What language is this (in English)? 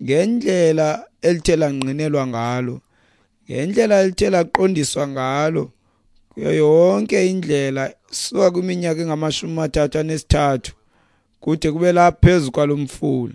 Xhosa